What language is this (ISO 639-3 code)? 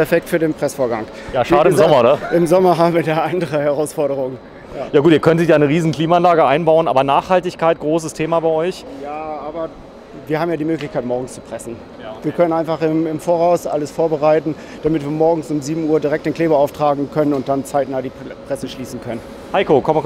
deu